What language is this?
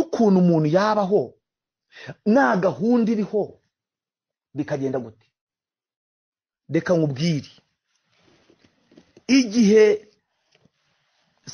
Kinyarwanda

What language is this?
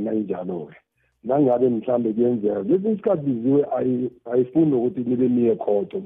South Ndebele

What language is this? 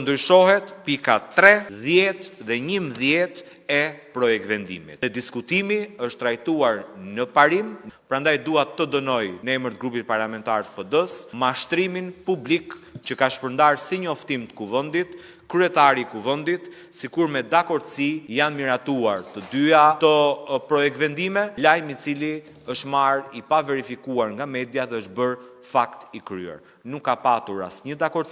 Albanian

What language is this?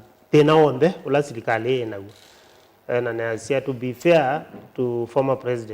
Kamba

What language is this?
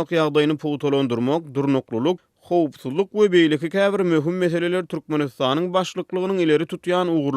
Turkmen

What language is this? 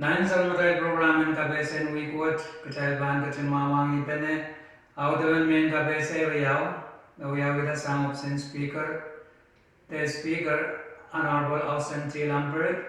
Pohnpeian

